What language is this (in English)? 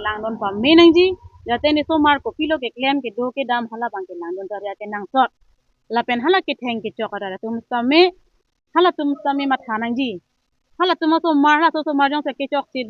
Karbi